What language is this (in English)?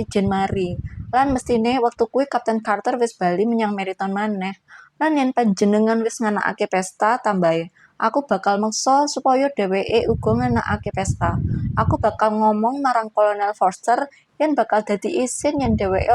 Javanese